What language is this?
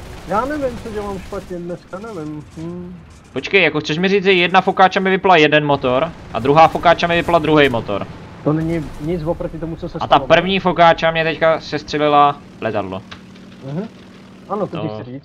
Czech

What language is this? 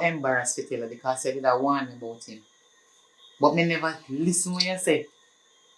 Jamaican Creole English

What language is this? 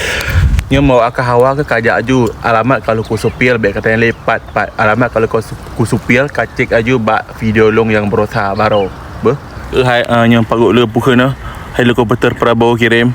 Achinese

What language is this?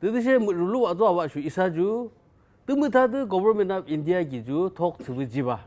Yimchungru Naga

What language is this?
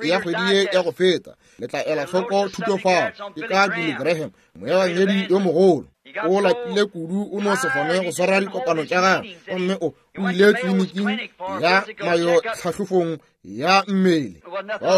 Northern Sotho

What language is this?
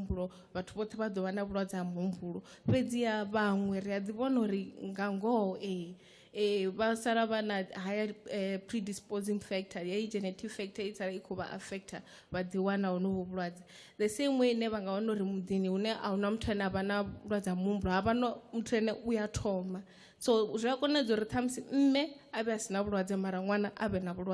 Venda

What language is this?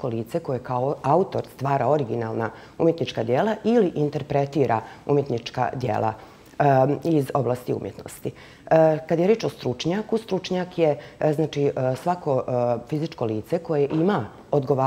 Bosnian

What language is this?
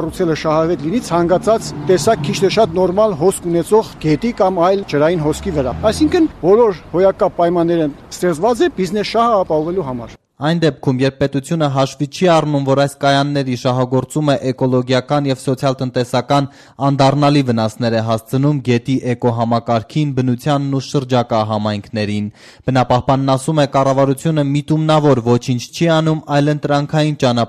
Armenian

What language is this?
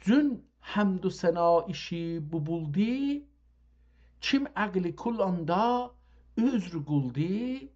South Azerbaijani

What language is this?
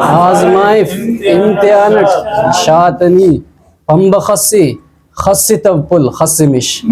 Brahui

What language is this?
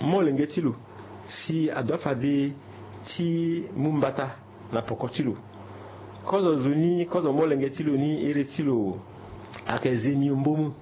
Sango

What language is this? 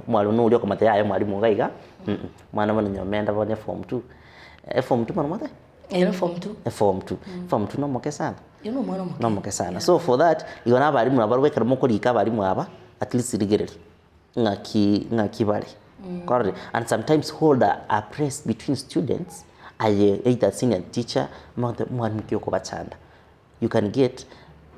Gusii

